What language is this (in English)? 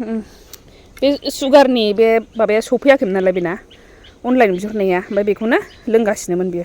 Bodo